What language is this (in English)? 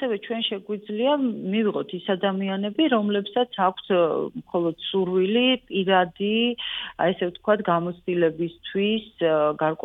Georgian